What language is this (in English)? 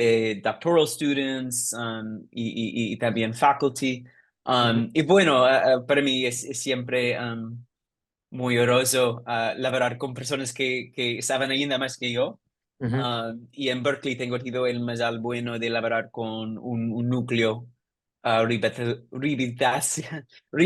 Ladino